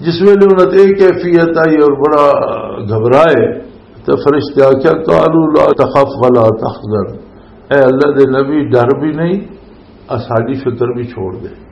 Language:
Western Panjabi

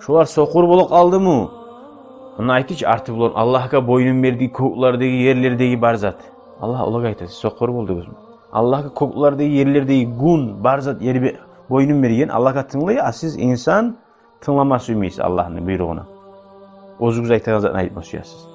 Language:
Kumyk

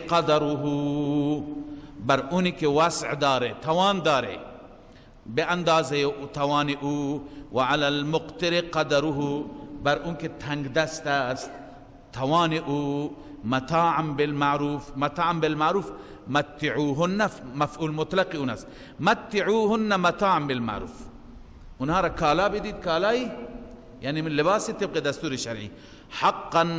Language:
Persian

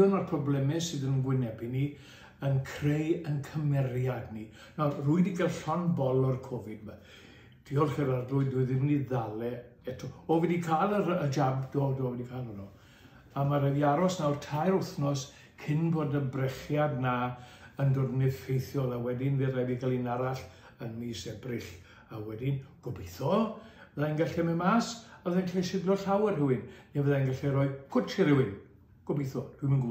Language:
Welsh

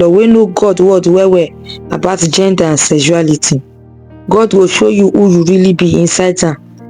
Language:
Nigerian Pidgin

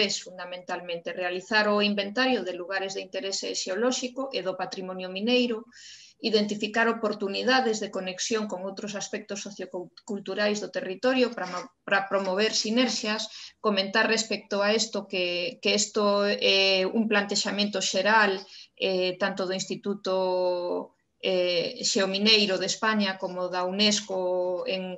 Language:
Galician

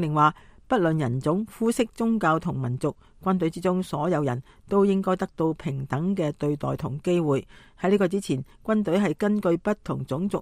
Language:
Cantonese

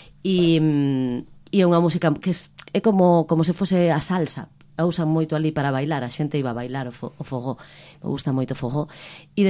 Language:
Galician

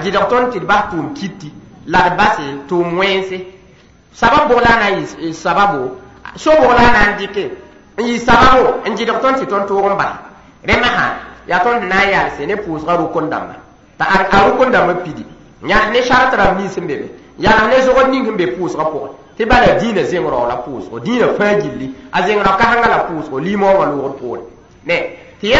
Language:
Mossi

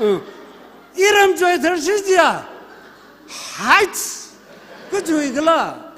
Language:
Tangkhul Naga (India)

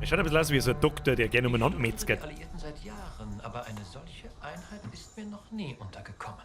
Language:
Bavarian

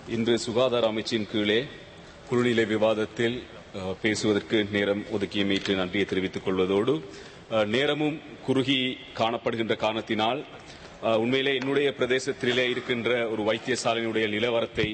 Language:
Tamil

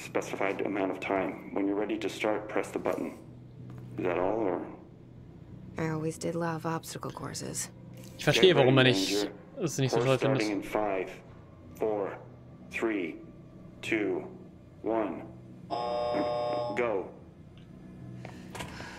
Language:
German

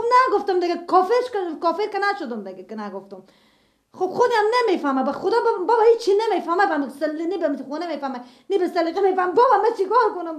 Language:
Persian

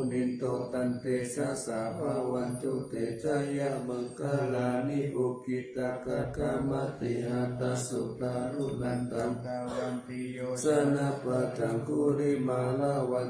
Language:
Pali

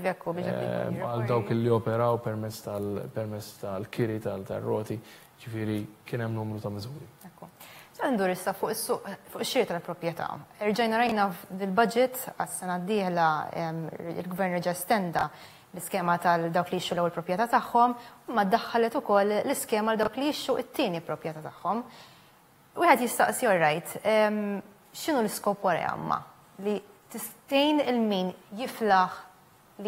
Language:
Maltese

